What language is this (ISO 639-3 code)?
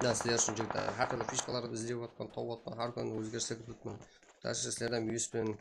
kaa